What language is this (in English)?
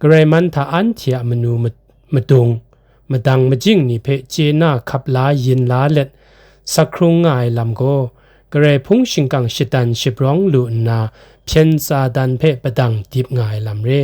Kachin